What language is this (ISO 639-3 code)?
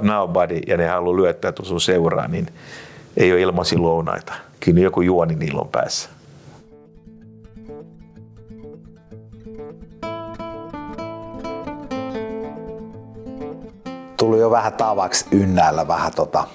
fin